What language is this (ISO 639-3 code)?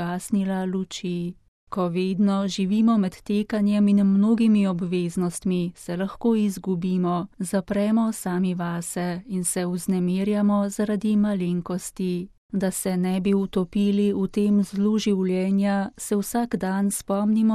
slv